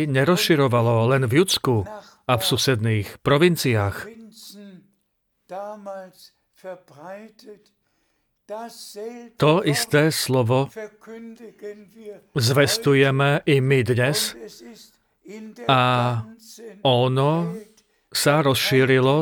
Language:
Slovak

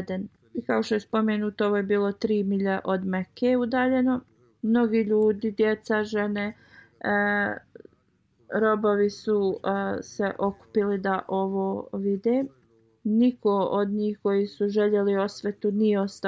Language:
Bosnian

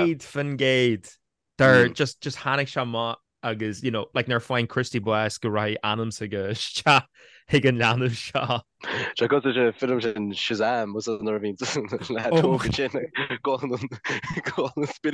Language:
Irish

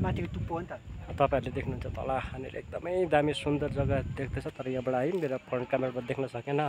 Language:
Nepali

